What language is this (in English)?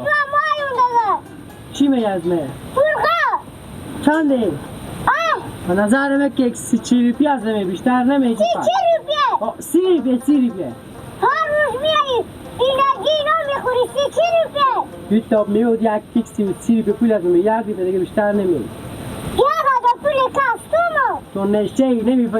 Hazaragi